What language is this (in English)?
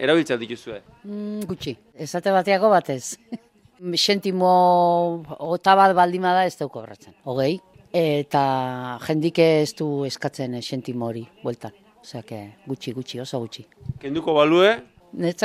Basque